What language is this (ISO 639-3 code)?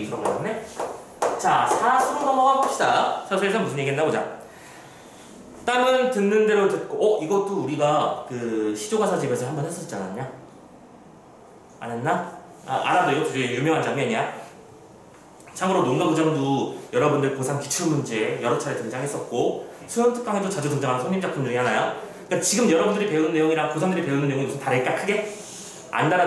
kor